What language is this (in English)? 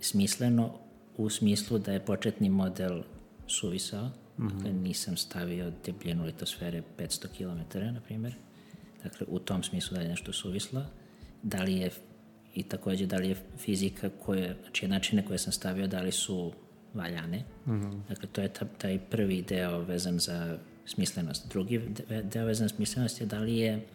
Serbian